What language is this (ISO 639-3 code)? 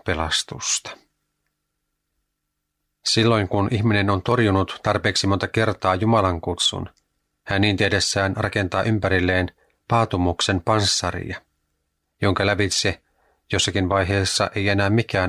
fin